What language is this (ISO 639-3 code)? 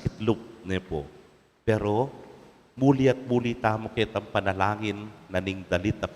pam